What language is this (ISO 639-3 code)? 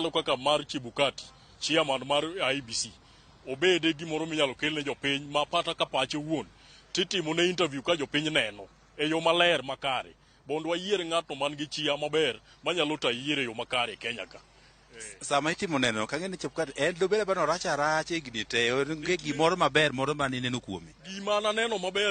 luo